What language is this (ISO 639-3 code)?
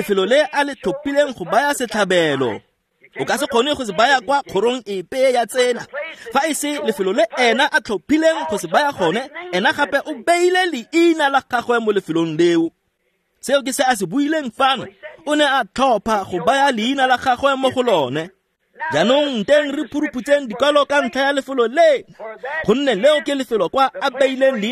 tsn